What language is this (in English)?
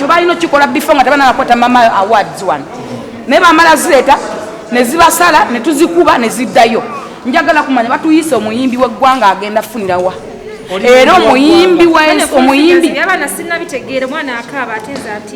Ganda